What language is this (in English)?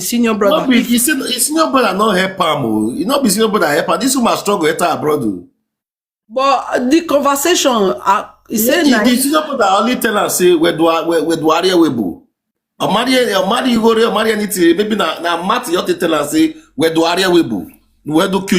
Nigerian Pidgin